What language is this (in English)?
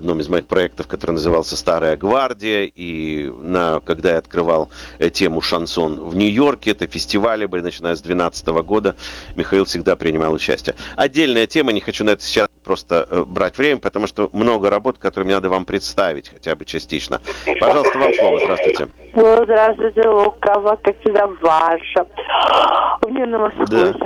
Russian